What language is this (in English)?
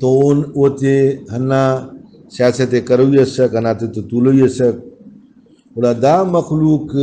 Brahui